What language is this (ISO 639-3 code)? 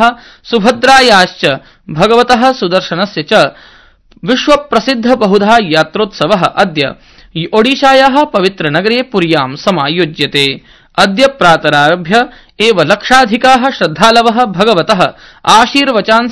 san